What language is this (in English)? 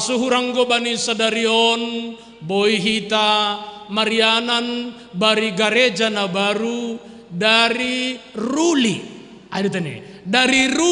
Batak Simalungun